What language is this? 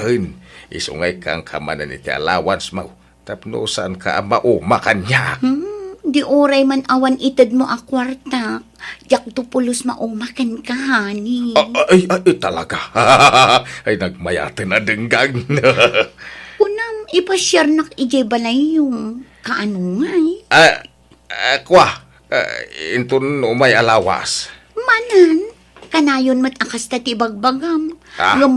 Iloko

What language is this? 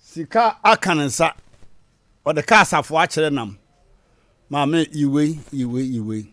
Akan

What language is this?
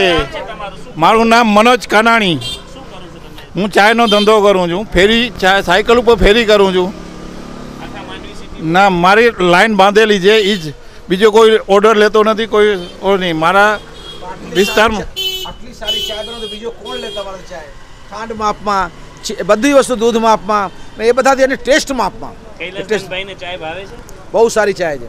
Gujarati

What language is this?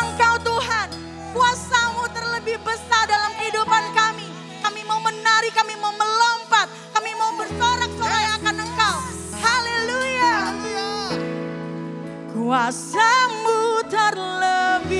Indonesian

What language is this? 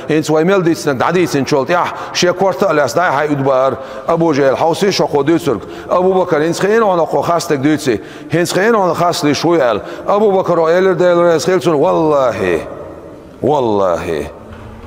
Chechen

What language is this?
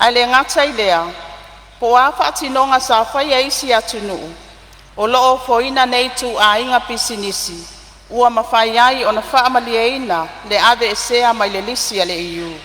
Samoan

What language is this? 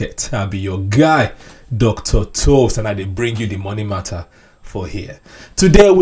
Nigerian Pidgin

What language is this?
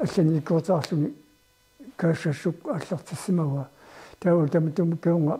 Kalaallisut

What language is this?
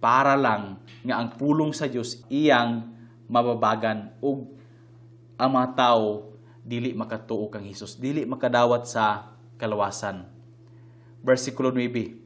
Cebuano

